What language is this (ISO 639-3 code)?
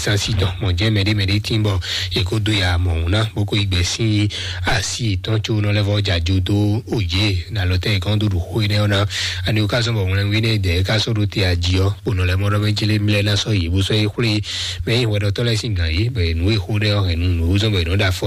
fon